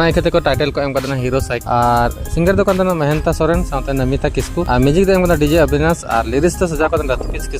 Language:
Santali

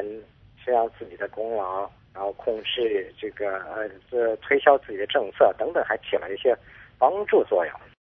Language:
Chinese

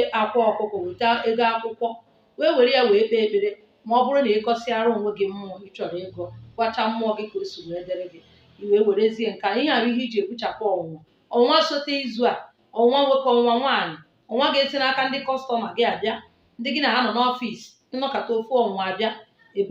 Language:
Igbo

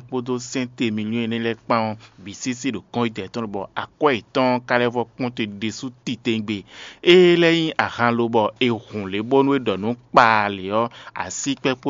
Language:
Fon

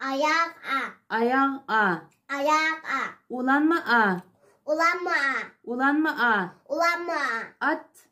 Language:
Uyghur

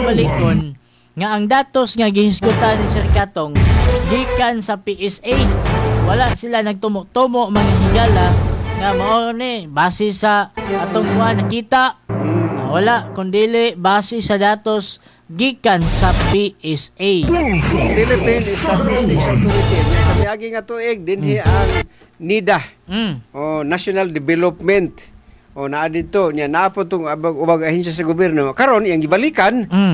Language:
Cebuano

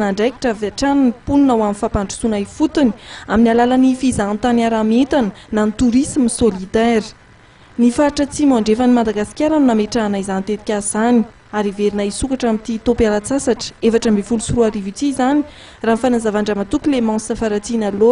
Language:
Malagasy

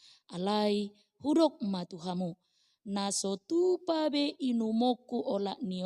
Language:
Batak Toba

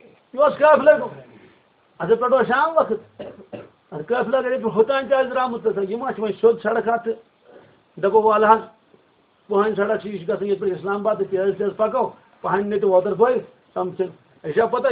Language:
Kashmiri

